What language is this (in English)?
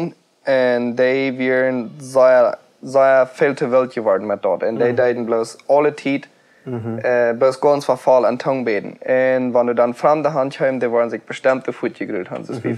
Plautdietsch